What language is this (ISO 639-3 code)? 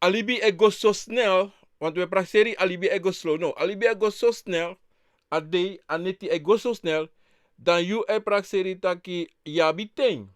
srn